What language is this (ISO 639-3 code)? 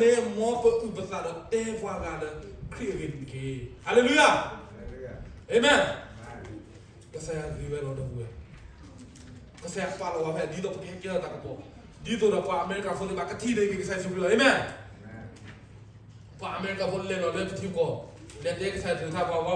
ksw